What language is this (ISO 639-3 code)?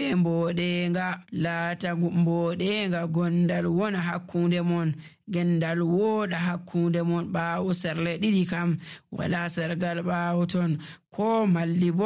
fuv